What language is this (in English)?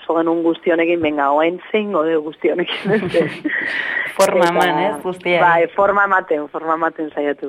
Basque